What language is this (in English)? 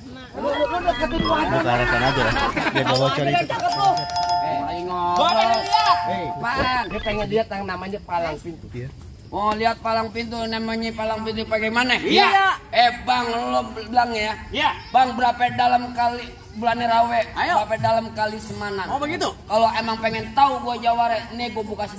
Betawi